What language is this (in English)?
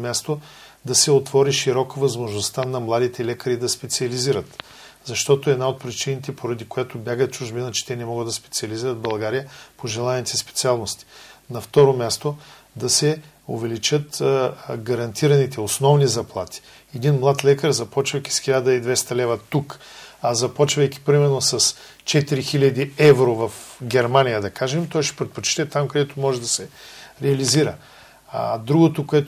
Bulgarian